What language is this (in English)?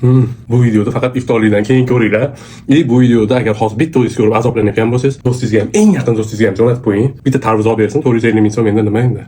Uzbek